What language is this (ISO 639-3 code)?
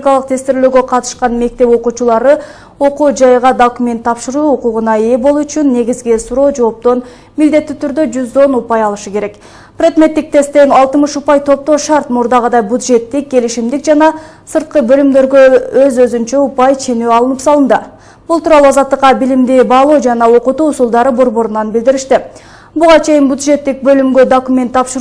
kir